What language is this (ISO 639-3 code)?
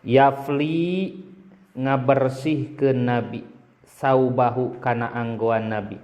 sun